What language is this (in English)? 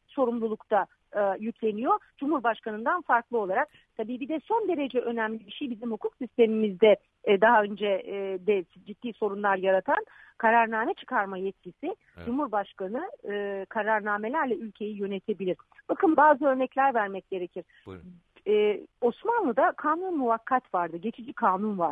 Turkish